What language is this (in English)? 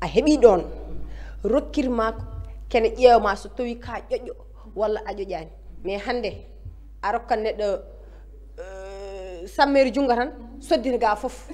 Fula